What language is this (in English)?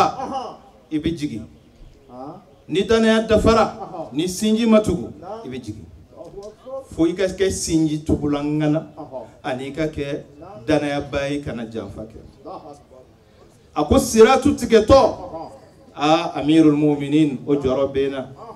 Bambara